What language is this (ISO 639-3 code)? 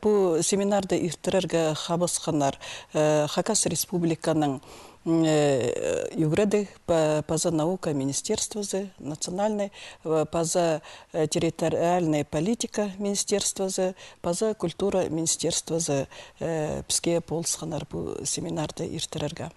kjh